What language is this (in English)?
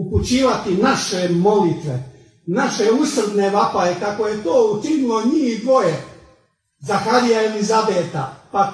Croatian